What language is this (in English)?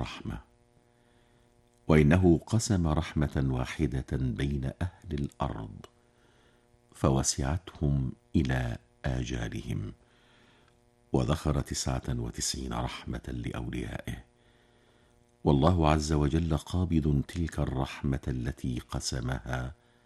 Arabic